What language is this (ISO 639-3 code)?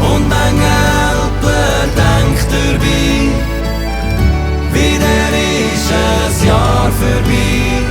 gsw